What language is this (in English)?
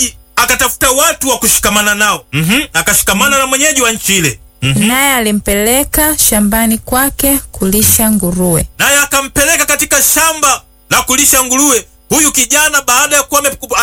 Swahili